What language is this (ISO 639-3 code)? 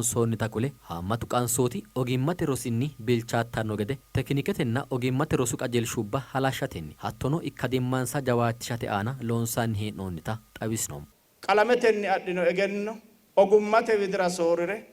sid